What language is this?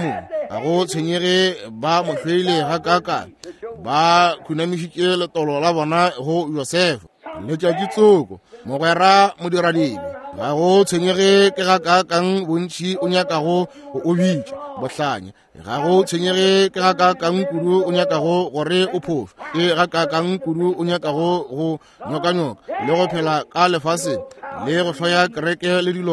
Northern Sotho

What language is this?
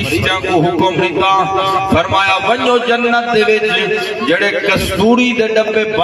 Saraiki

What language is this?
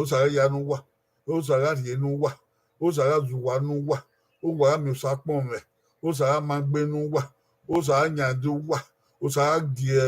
Bini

